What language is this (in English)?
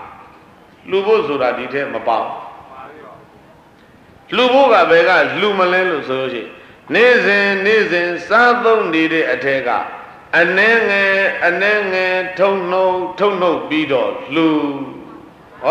Burmese